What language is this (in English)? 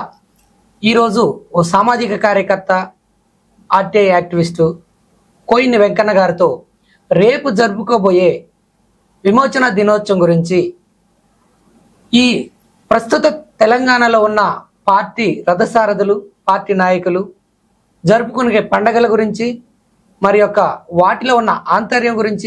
Telugu